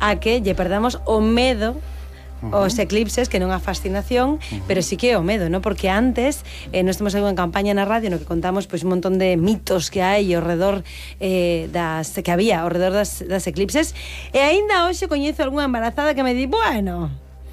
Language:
Galician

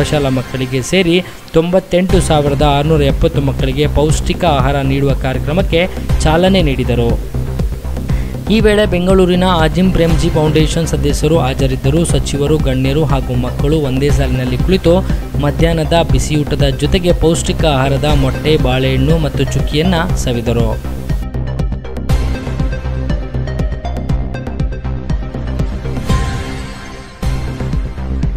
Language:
Kannada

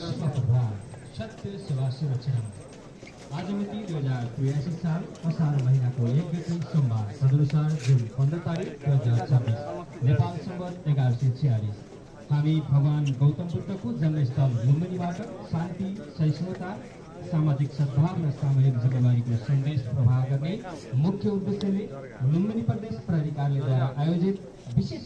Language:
Nepali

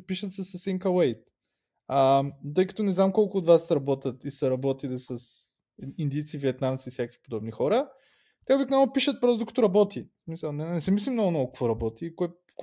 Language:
Bulgarian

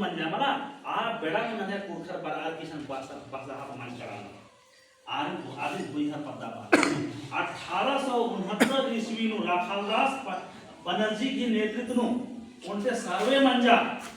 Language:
Kurukh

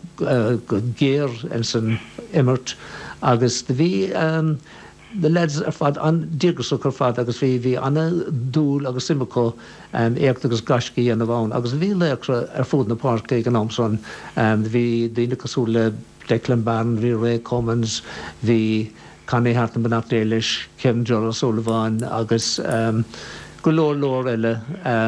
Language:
Irish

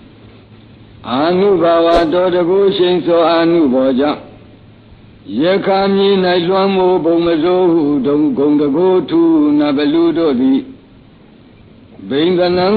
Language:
Burmese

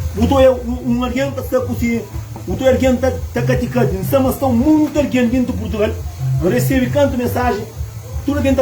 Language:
Kabuverdianu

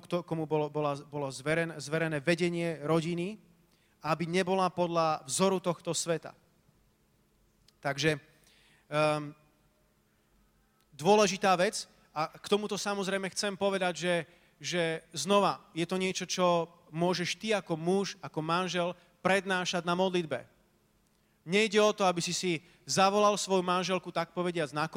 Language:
Slovak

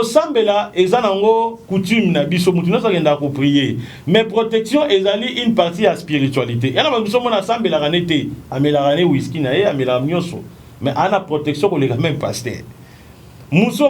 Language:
Lingala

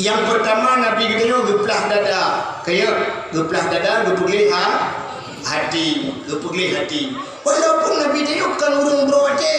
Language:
Achinese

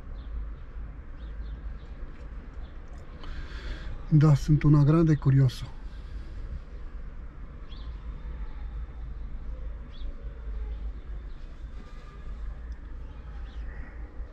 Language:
Romanian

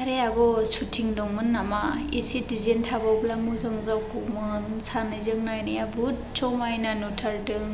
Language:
Bodo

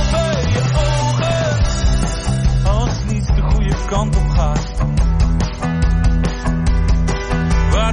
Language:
Dutch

